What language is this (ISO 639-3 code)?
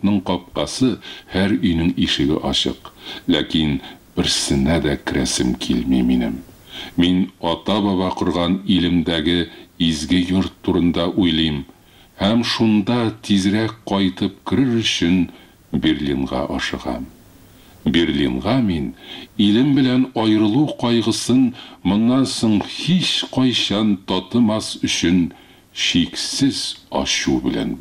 tat